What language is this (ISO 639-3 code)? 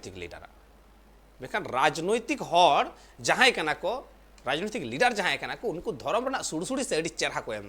sat